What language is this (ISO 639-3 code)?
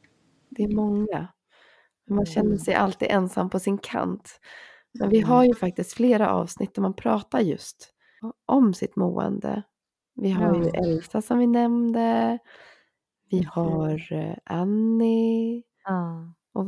swe